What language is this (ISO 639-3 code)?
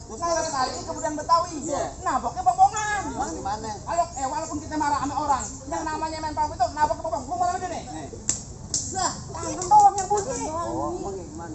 bew